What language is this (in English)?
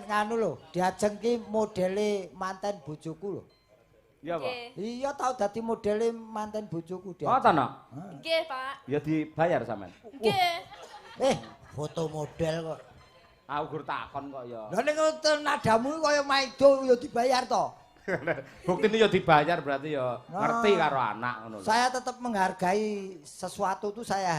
Javanese